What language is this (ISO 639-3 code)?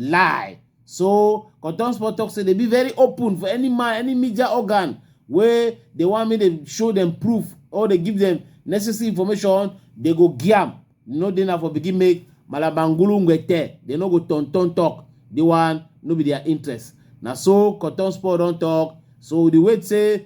wes